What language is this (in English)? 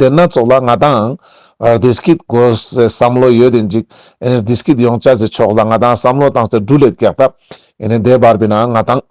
Ladakhi